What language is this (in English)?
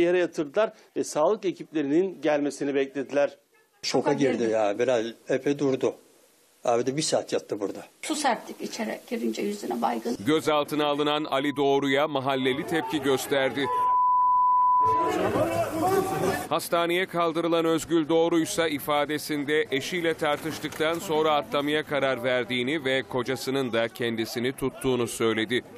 Turkish